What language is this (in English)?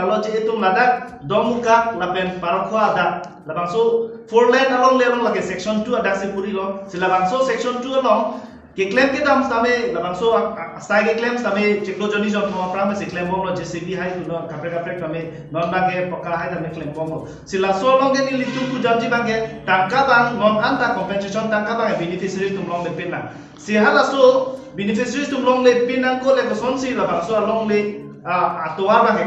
Karbi